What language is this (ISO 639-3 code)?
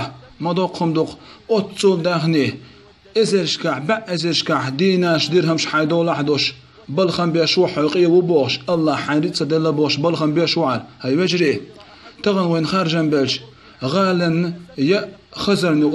che